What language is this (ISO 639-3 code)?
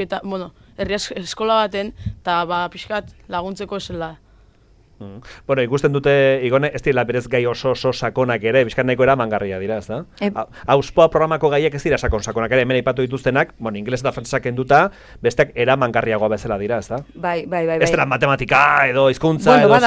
eus